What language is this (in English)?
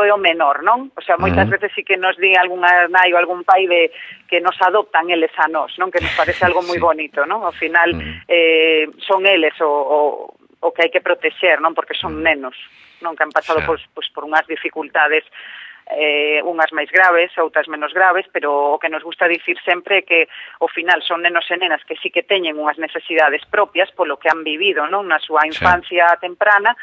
Galician